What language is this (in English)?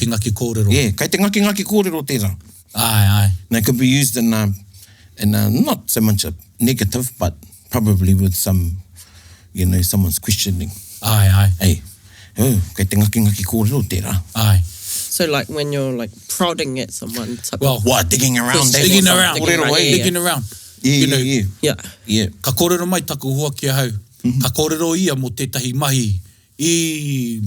Māori